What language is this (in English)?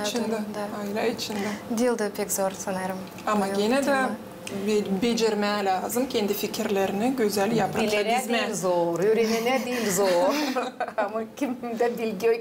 Gagauz